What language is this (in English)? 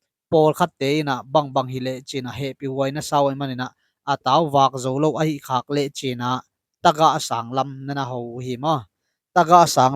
Tedim Chin